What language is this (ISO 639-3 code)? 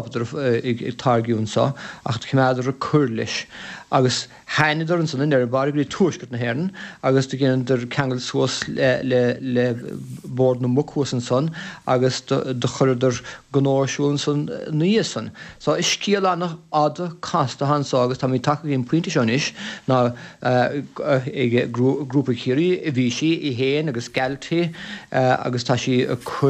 gle